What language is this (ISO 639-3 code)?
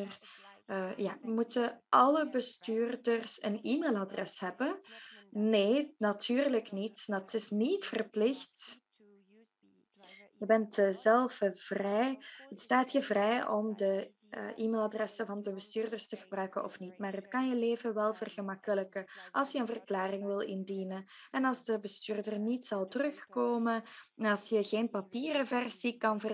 nld